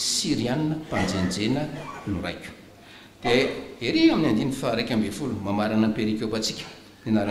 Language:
Malagasy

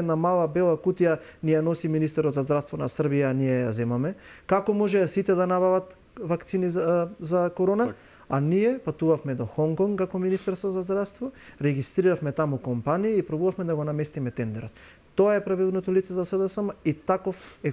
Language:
Macedonian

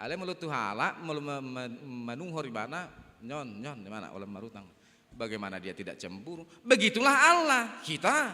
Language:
Batak Toba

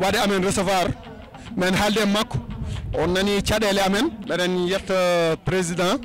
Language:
Fula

